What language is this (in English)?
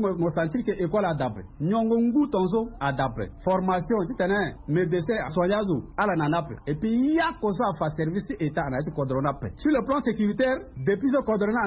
Sango